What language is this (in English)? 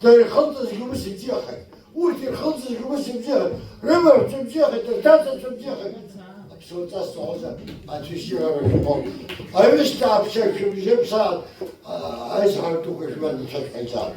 Abkhazian